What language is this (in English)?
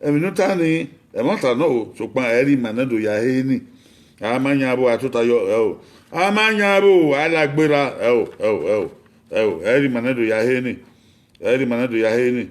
Bini